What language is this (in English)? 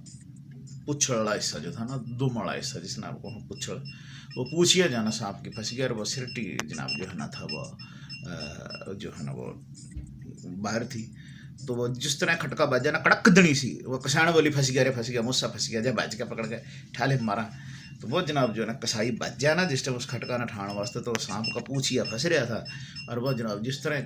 Haryanvi